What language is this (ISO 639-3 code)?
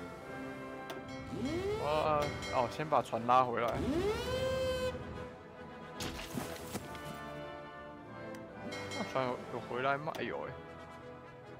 zho